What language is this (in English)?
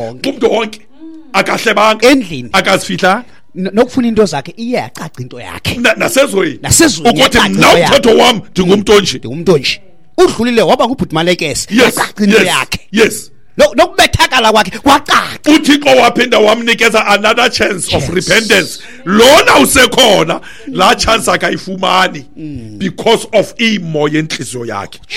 Xhosa